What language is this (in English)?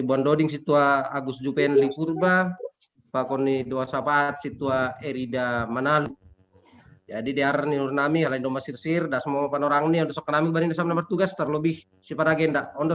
Batak Simalungun